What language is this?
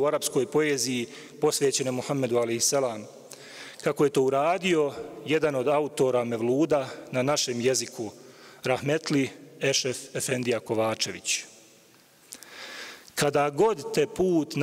Bosnian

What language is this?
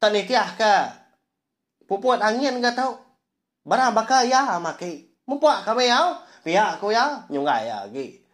Iban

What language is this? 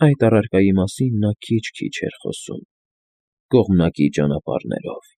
Armenian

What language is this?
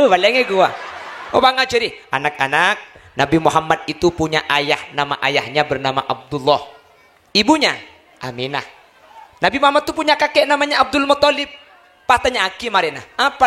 Madurese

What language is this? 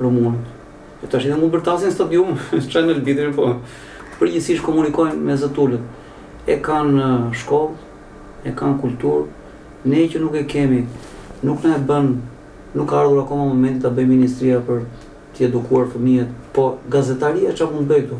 Albanian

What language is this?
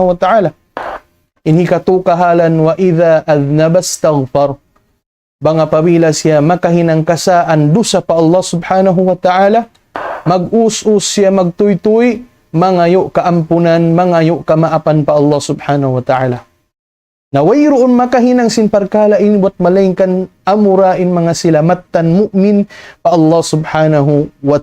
Tausug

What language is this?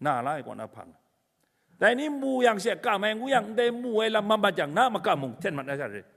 Kachin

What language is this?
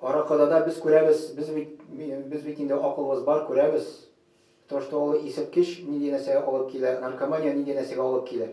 Tatar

